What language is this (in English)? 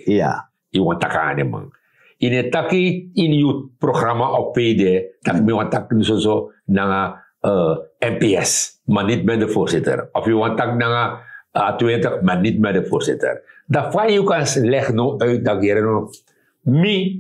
Sranan Tongo